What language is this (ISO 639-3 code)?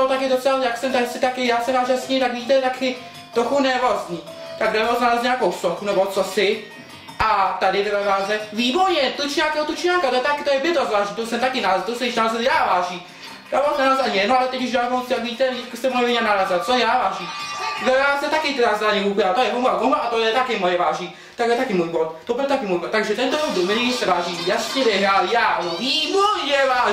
ces